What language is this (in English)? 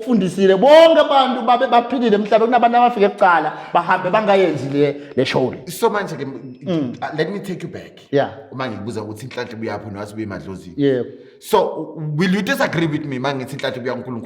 Zulu